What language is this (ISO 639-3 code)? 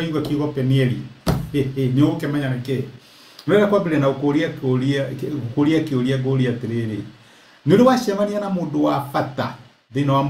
kik